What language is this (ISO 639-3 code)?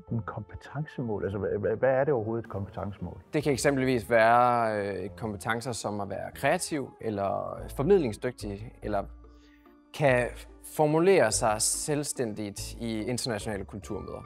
dan